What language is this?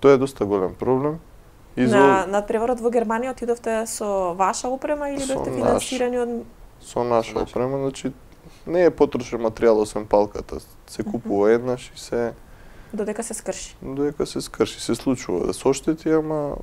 Macedonian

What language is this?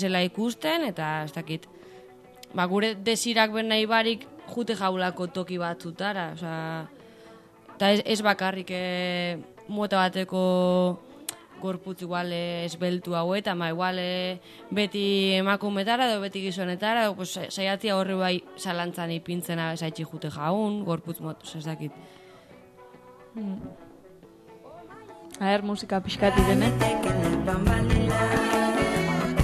Basque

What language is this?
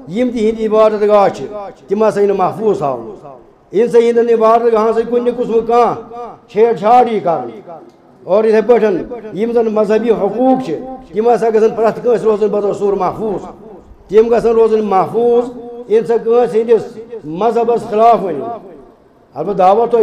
Kashmiri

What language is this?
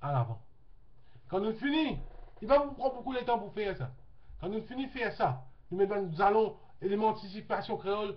Morisyen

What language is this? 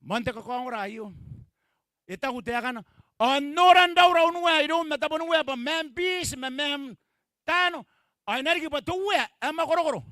Gilbertese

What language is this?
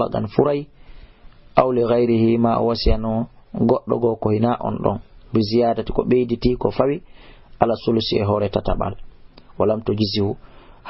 Fula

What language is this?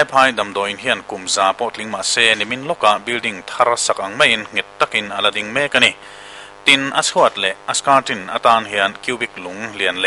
Mizo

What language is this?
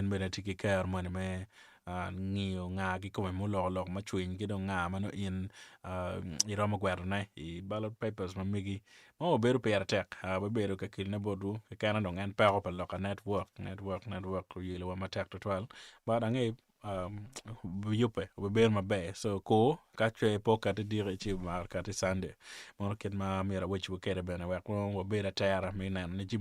Acoli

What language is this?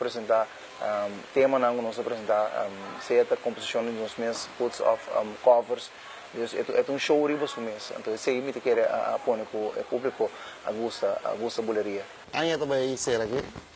Papiamento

